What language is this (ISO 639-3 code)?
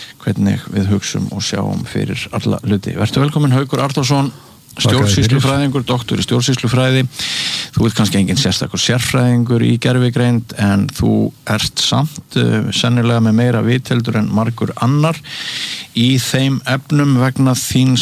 isl